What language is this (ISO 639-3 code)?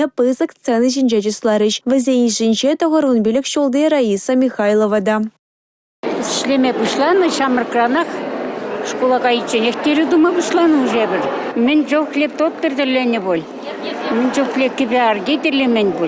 chv